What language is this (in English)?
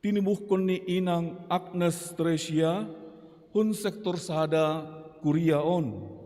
Batak Simalungun